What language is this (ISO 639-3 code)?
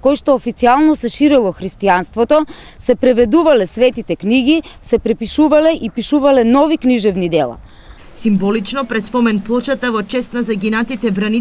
mkd